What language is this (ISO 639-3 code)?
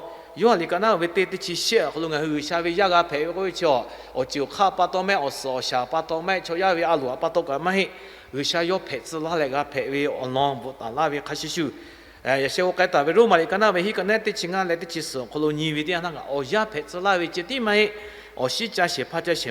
lhu